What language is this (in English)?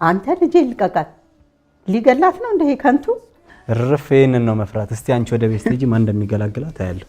Amharic